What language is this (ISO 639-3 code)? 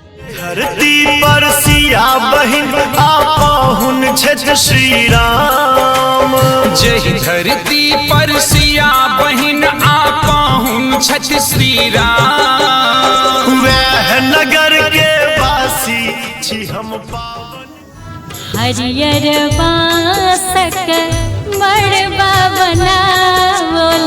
mai